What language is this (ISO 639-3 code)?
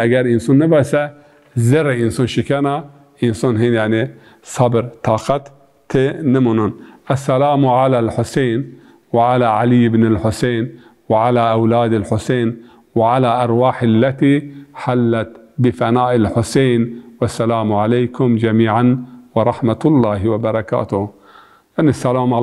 zza